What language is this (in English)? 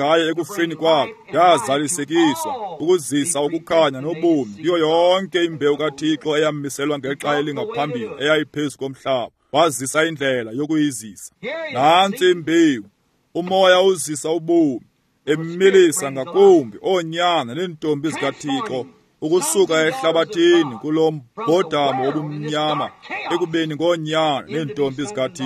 Xhosa